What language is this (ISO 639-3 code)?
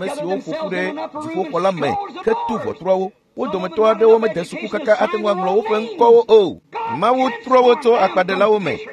ewe